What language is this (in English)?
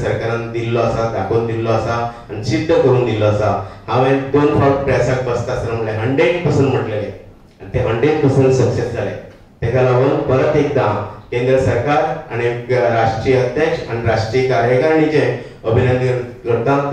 Konkani